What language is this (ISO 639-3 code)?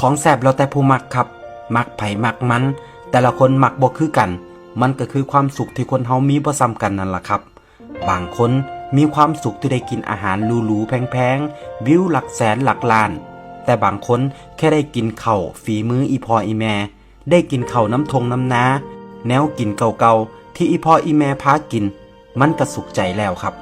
tts